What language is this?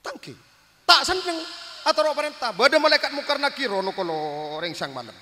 Madurese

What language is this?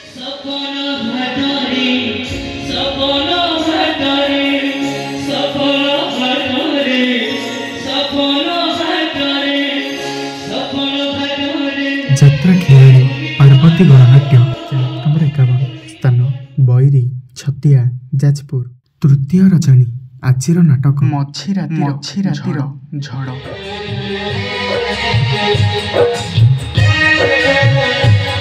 Odia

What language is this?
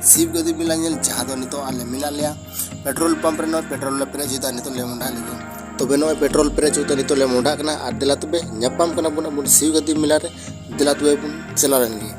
Santali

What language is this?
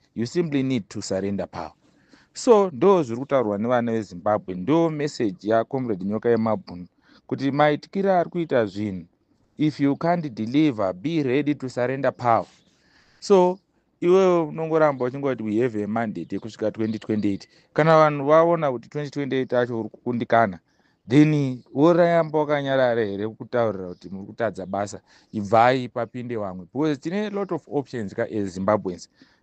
Shona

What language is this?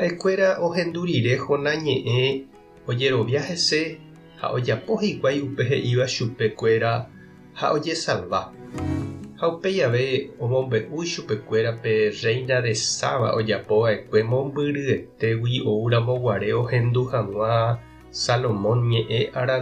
Guarani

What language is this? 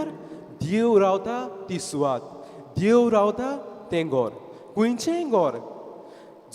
Konkani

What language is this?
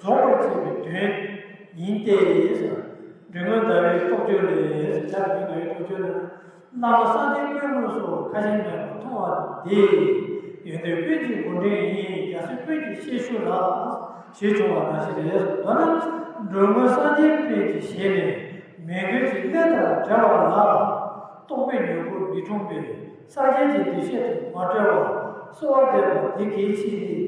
Tibetan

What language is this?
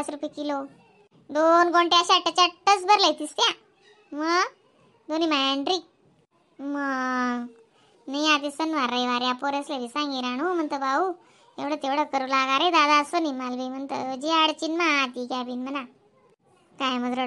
Khandesi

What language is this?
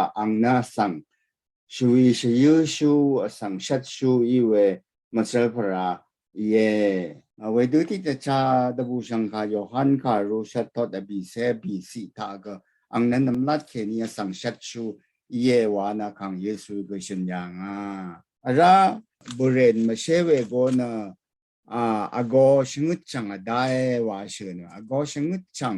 Rawang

